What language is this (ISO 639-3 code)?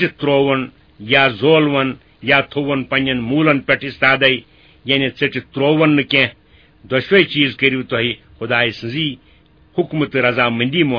kas